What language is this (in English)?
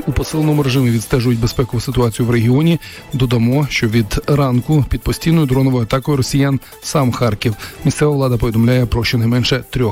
Ukrainian